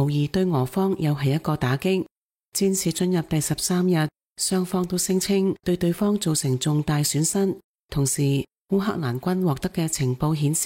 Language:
Cantonese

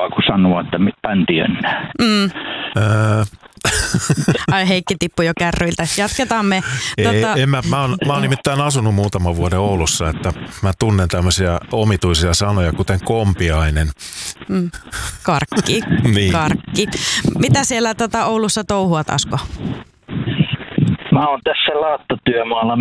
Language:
Finnish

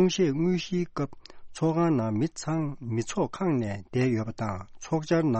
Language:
Tibetan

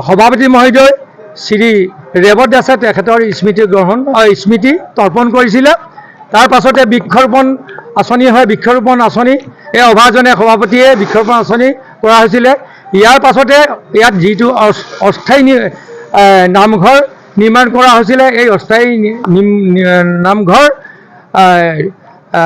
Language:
Assamese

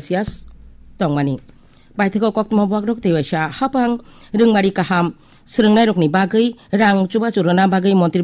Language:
Kok Borok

